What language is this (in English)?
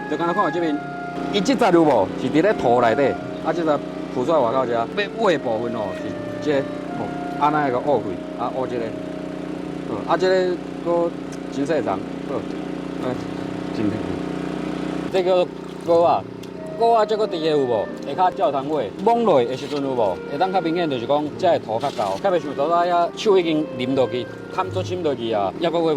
Min Nan Chinese